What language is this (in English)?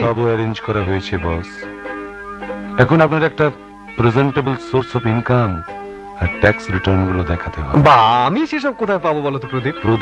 Bangla